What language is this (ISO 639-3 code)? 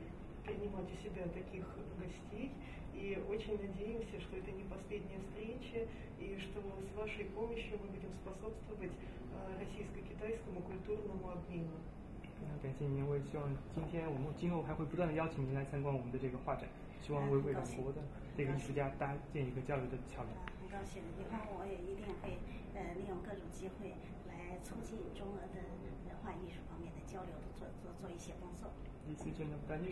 rus